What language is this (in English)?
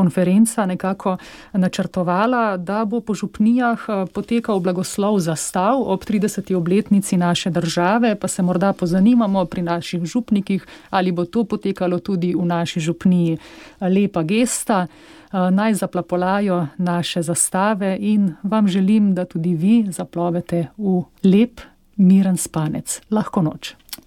Slovenian